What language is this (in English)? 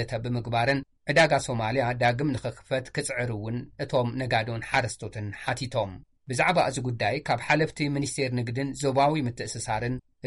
Tigrinya